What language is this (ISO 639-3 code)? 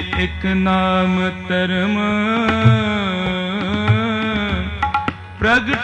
hin